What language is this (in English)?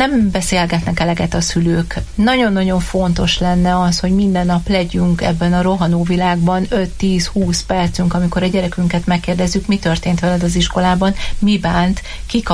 Hungarian